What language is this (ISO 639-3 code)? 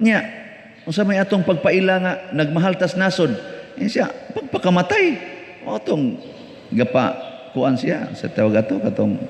ceb